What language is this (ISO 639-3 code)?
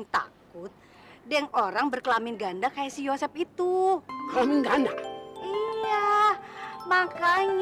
bew